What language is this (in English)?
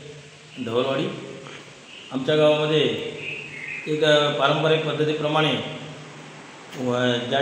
Marathi